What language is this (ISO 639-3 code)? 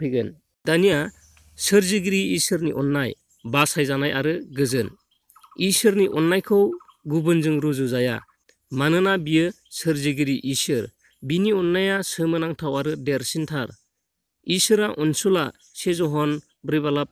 brx